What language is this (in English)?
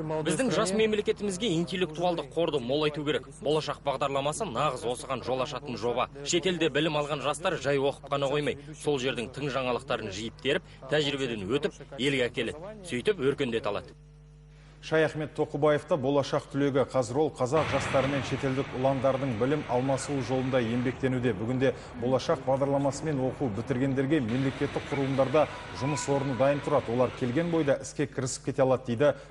Kazakh